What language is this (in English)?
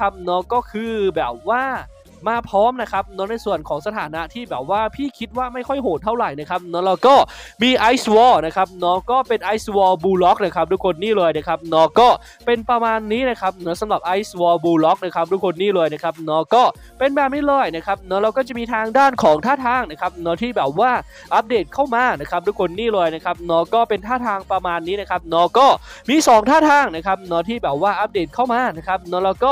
Thai